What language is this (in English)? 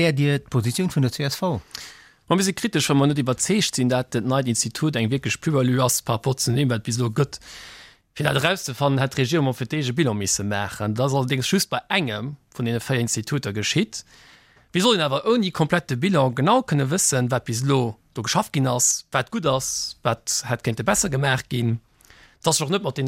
Luxembourgish